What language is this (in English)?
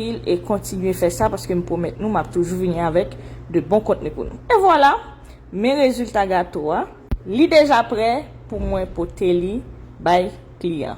Haitian Creole